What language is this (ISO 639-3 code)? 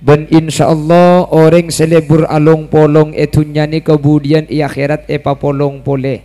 mad